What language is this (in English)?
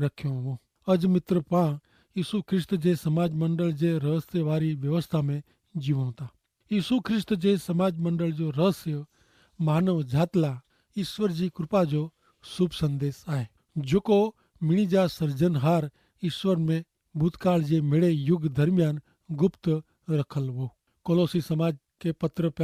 Kachhi